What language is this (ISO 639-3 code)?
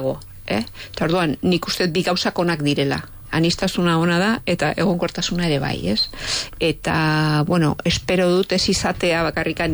eus